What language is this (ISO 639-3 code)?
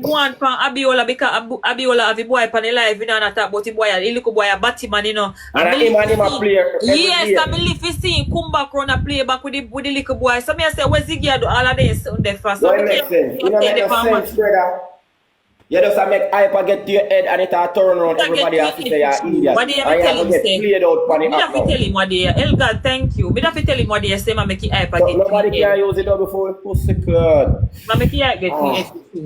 jam